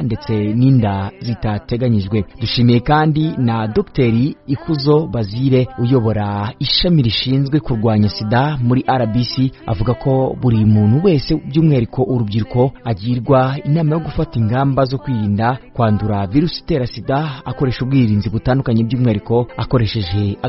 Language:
Kinyarwanda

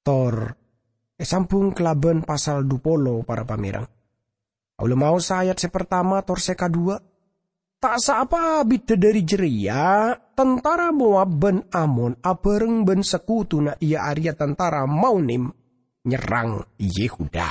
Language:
Madurese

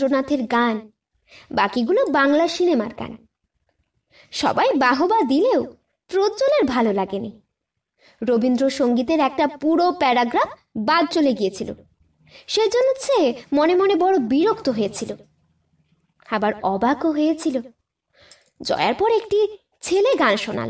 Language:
Bangla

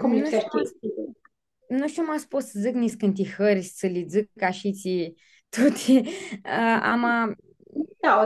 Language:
Aromanian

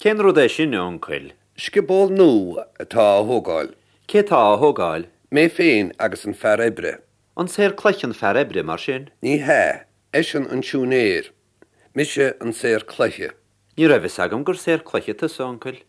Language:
Irish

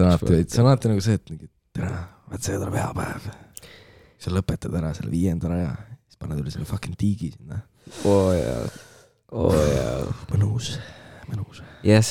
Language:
Estonian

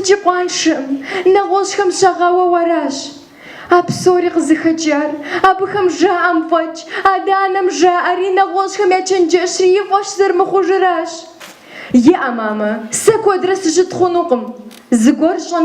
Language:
Kabardian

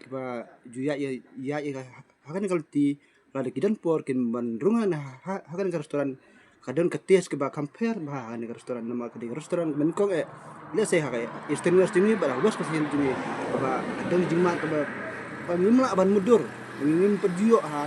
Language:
Khasi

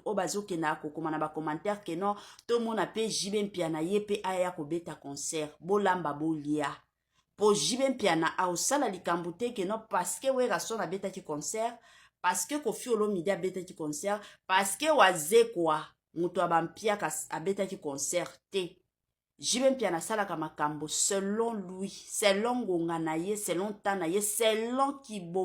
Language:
Lingala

